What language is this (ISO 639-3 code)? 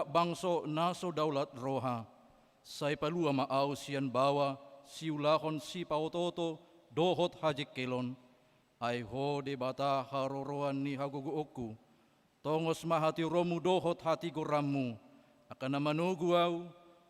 bbc